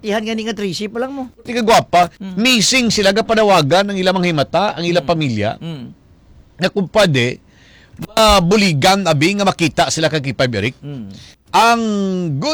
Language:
Hiligaynon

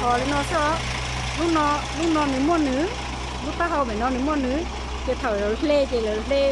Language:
Hmong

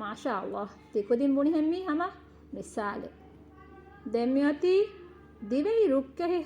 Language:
Divehi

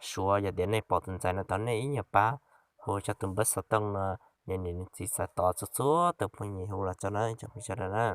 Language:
Hmong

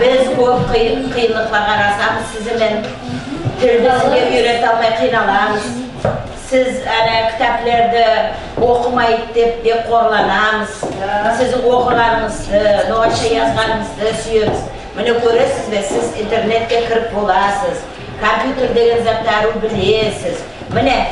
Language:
Nogai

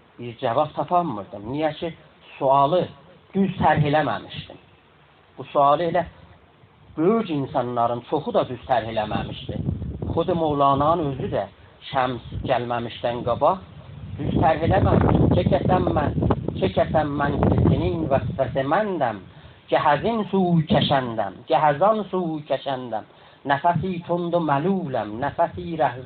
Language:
South Azerbaijani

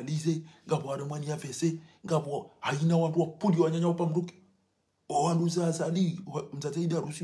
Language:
Ngazidja Comorian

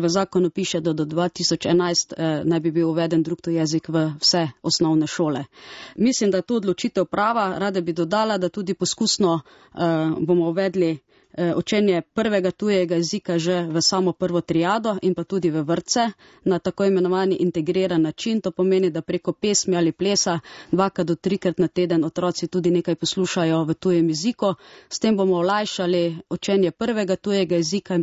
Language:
Slovenian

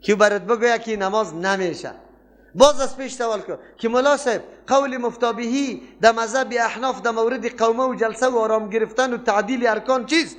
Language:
Persian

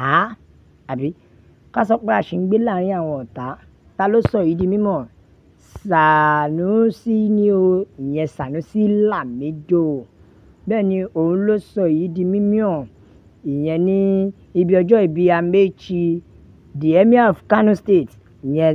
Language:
Yoruba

